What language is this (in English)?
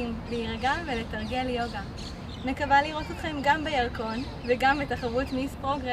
Hebrew